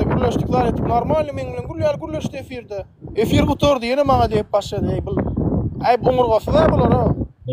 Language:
Turkmen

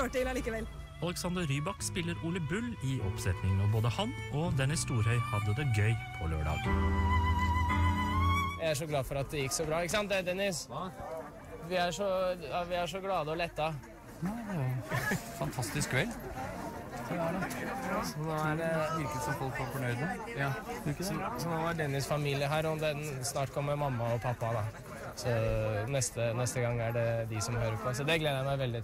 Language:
Norwegian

